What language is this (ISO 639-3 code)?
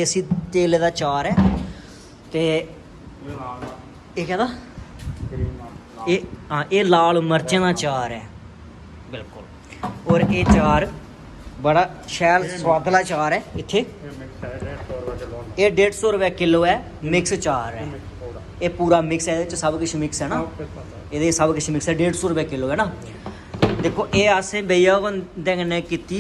doi